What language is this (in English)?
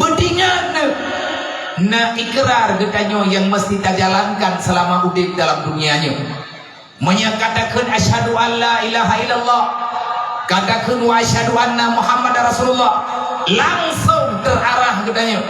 Achinese